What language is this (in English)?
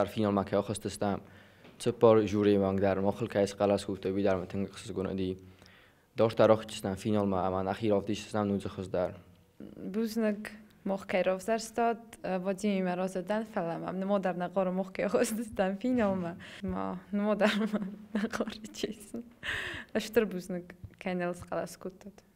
Ossetic